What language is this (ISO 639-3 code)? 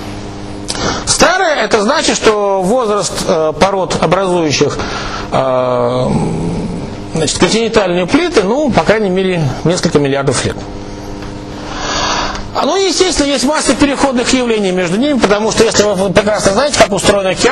rus